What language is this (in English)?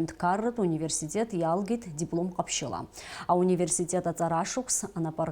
Abkhazian